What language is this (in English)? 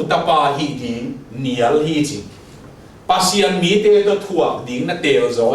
Tedim Chin